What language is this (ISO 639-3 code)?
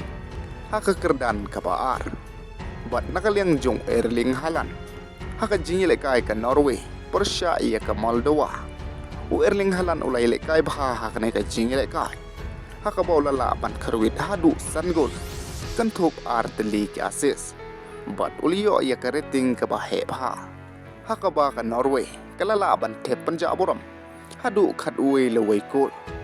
kha